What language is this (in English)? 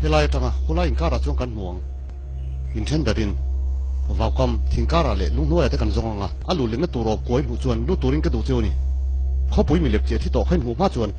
Hakha Chin